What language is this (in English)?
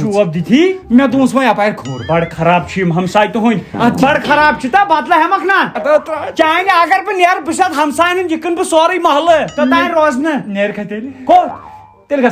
Kashmiri